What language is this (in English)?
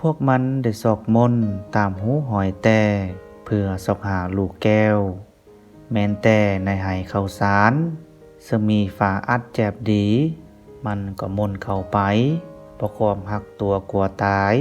Lao